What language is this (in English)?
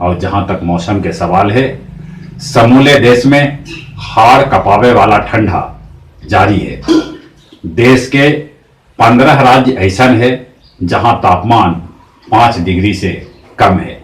Magahi